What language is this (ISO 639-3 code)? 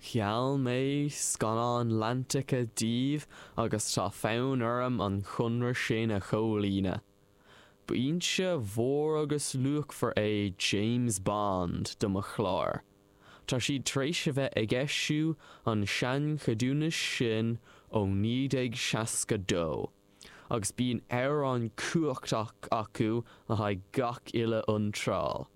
gle